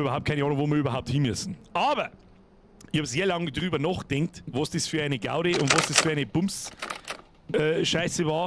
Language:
Bavarian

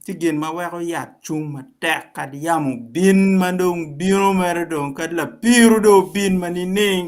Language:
Acoli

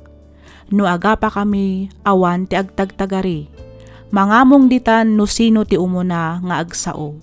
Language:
Iloko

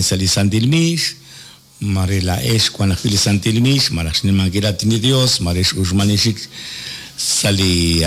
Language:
Kekchí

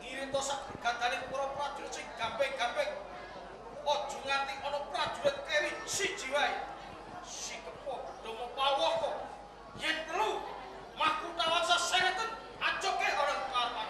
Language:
Javanese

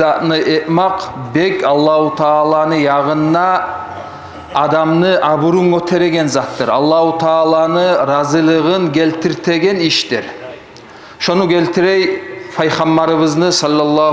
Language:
Kumyk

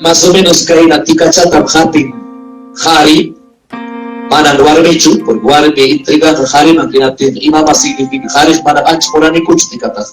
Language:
Ayacucho Quechua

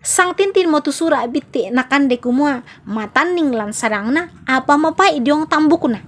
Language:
Toraja-Sa'dan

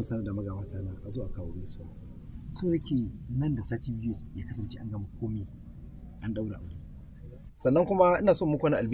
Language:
Hausa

